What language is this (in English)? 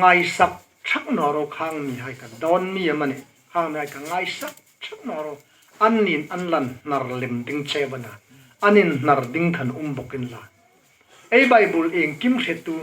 Hmar